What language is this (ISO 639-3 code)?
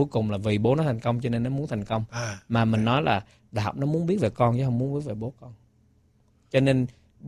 vie